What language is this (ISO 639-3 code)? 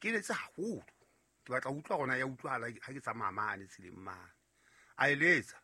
sot